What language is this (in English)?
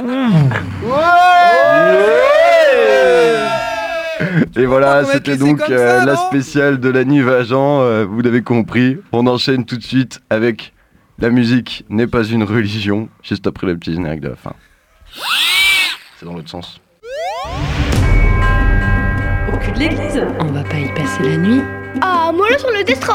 French